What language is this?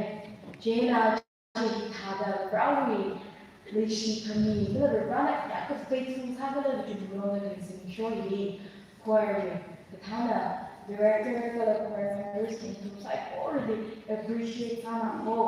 Tangkhul Naga (India)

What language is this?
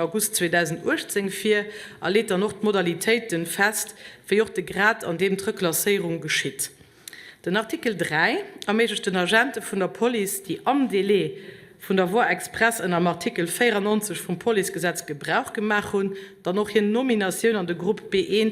Luxembourgish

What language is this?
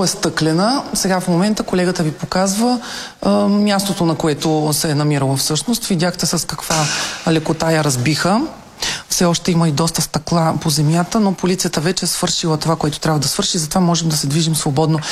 Bulgarian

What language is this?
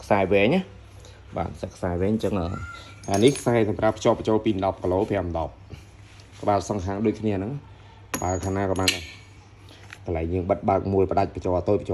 Khmer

